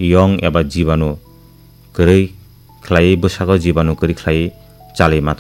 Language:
Kok Borok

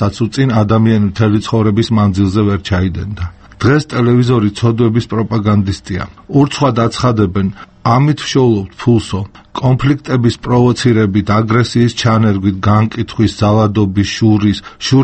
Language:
Georgian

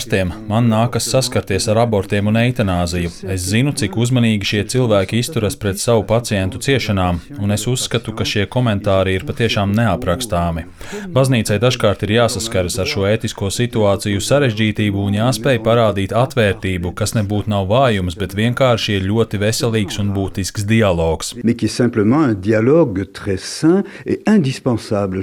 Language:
Latvian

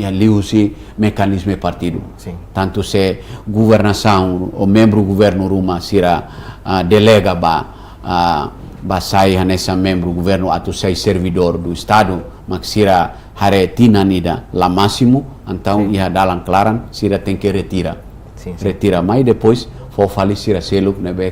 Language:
Tetum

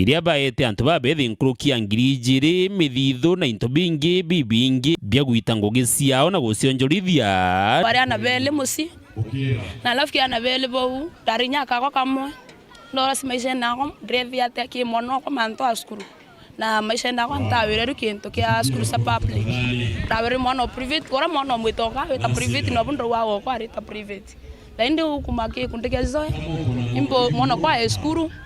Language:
Meru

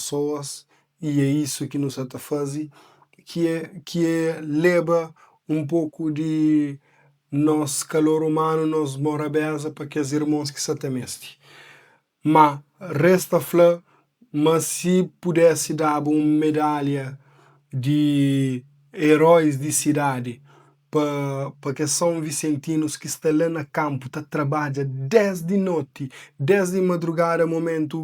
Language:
Kabuverdianu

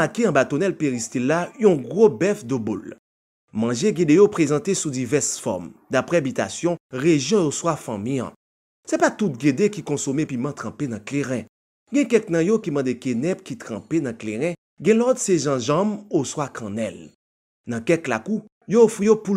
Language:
Haitian Creole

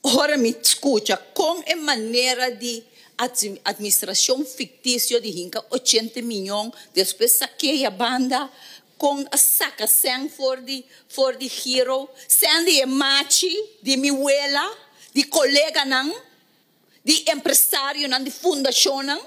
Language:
Papiamento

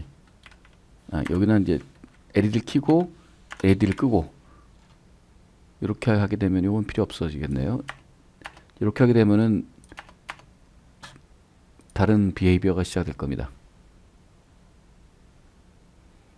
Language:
Korean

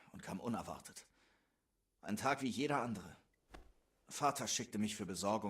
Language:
Swiss German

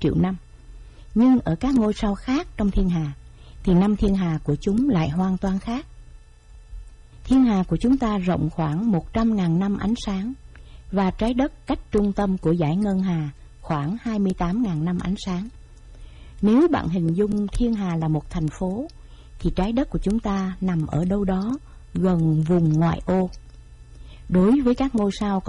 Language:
Vietnamese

